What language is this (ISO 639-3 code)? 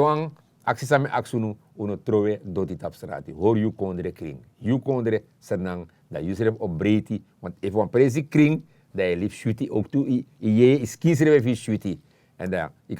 srn